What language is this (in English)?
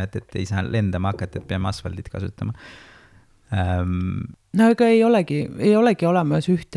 Estonian